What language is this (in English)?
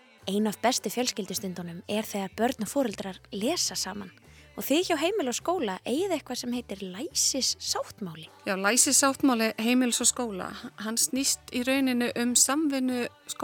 Icelandic